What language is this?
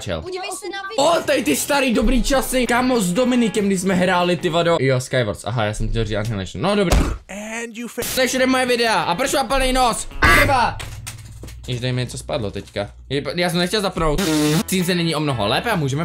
Czech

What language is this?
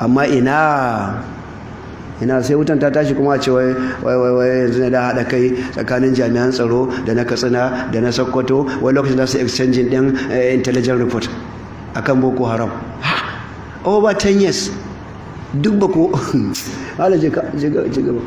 Hausa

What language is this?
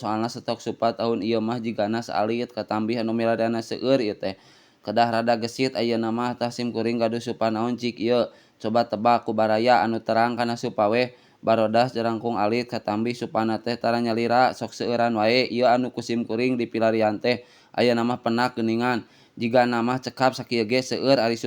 Sundanese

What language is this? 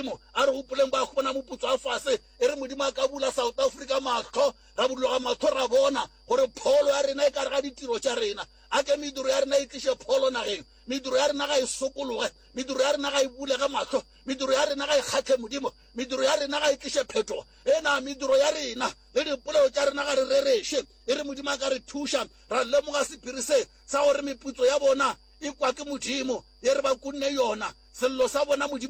Northern Sotho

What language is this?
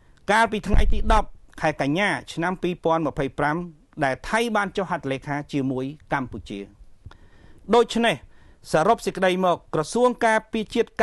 Khmer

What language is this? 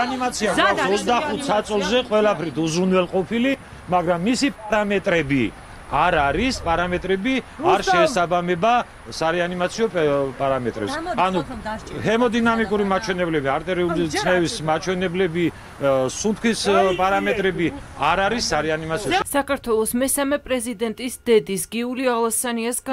Georgian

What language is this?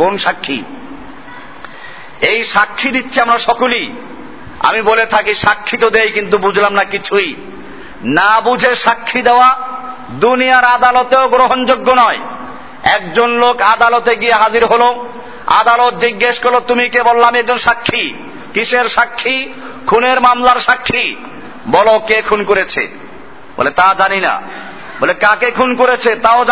Bangla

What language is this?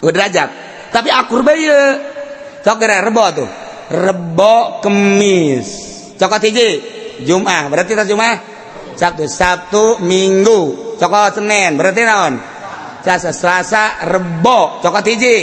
Sundanese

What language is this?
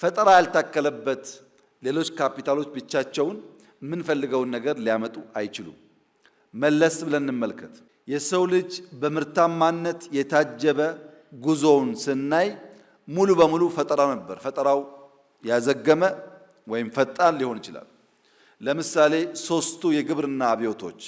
Amharic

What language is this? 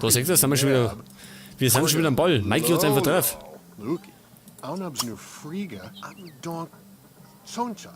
Bavarian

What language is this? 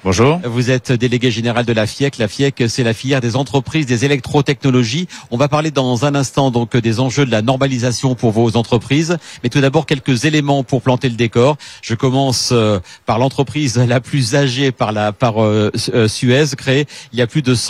French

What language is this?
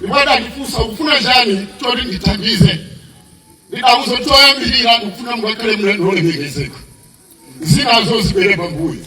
Nyanja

